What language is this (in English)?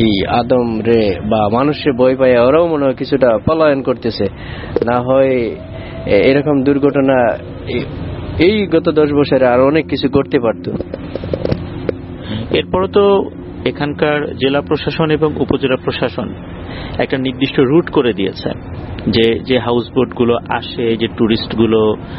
Bangla